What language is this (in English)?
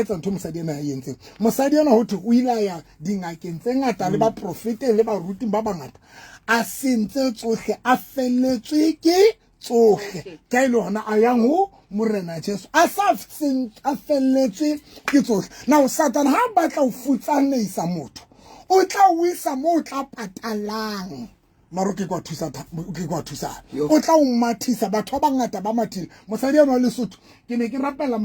Southern Sotho